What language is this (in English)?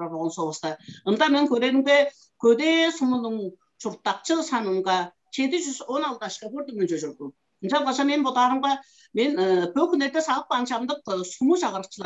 Tuvinian